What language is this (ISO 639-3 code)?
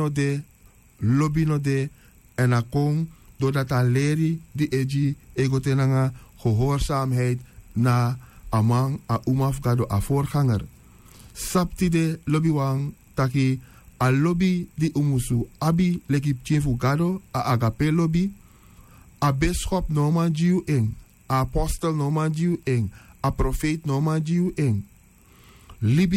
srn